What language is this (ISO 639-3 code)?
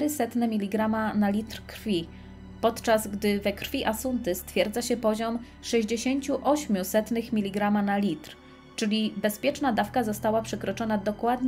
pol